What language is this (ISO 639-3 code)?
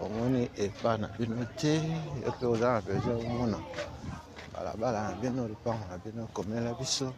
lin